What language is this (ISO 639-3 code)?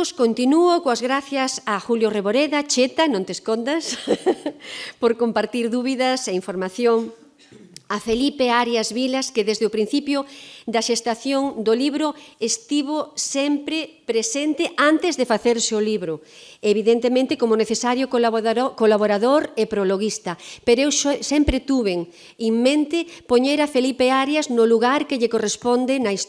glg